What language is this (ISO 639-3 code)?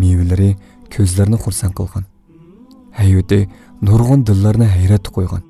uig